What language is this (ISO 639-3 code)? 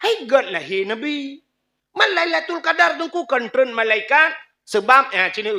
ace